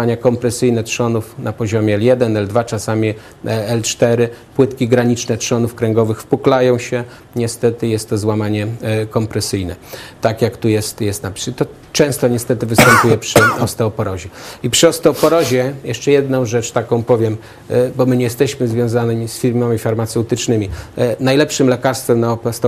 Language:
Polish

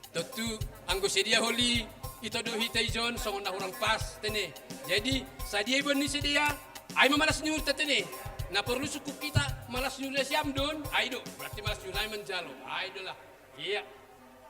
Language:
Batak Simalungun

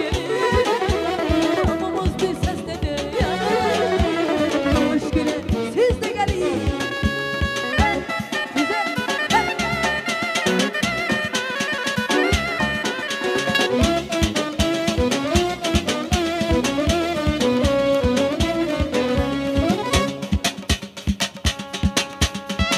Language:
Azerbaijani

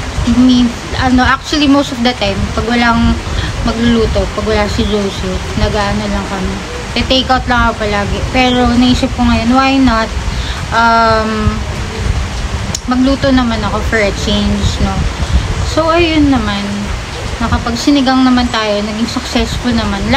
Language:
Filipino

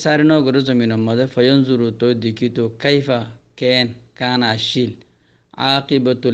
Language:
Rohingya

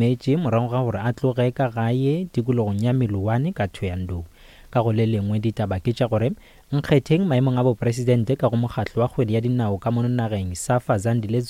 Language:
Northern Sotho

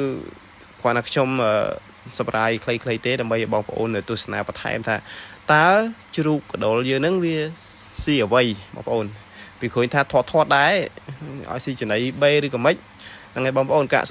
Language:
Khmer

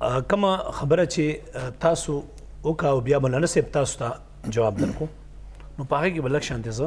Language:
Pashto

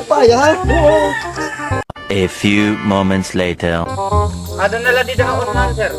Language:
Waray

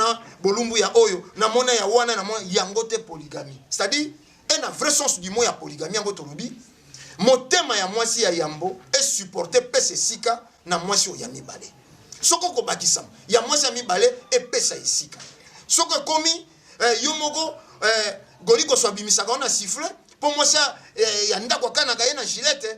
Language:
Lingala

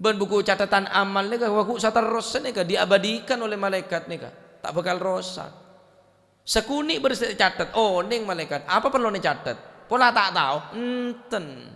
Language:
Madurese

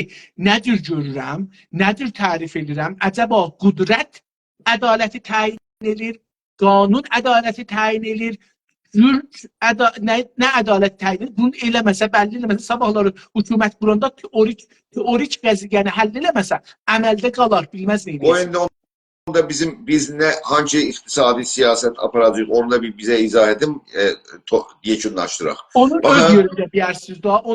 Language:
South Azerbaijani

